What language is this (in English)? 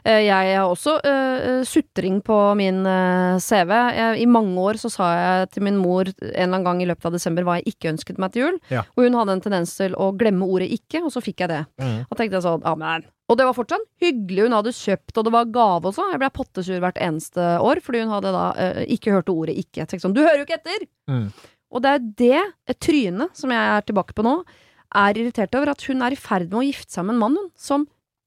Norwegian